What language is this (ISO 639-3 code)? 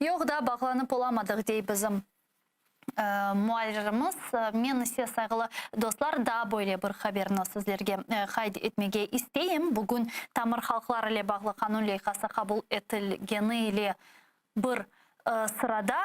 crh